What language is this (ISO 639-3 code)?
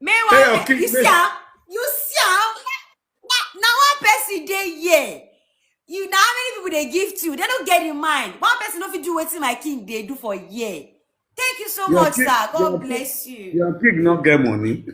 pcm